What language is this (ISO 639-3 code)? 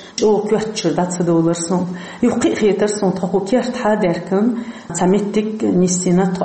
che